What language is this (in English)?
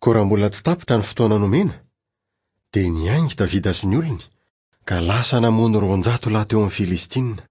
Malagasy